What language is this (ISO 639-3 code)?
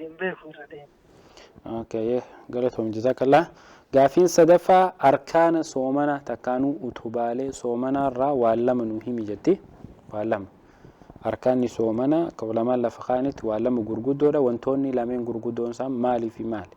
orm